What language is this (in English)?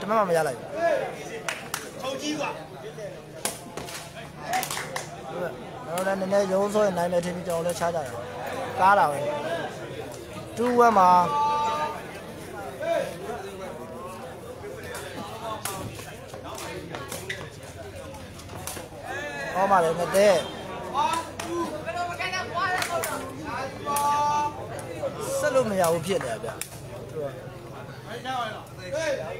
Burmese